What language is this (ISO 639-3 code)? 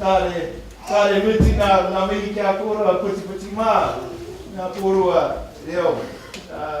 mri